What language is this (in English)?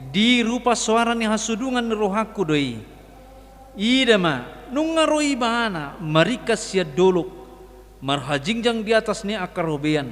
Batak Toba